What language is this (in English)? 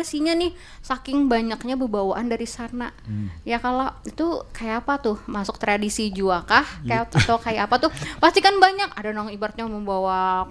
Banjar